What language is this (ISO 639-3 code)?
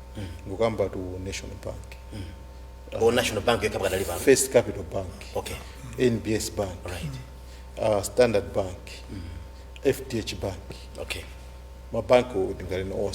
nya